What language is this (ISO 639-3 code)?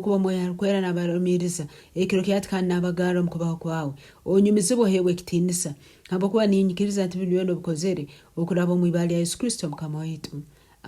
nyn